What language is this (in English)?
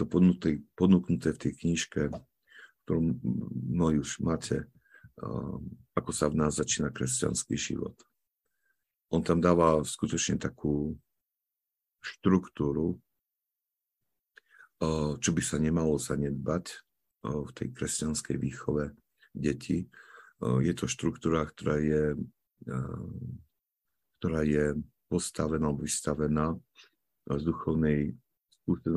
Slovak